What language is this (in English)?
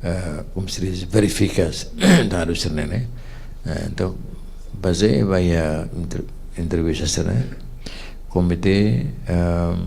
Tetum